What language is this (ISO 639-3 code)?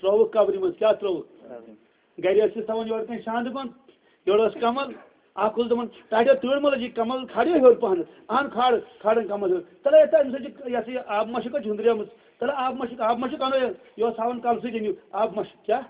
kas